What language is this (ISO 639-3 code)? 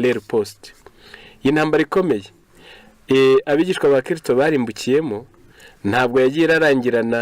kin